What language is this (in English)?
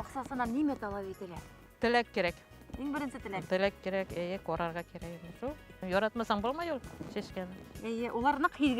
Bashkir